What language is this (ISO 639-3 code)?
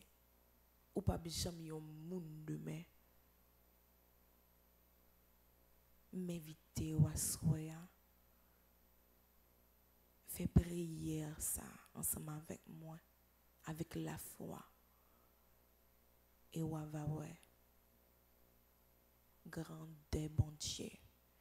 fra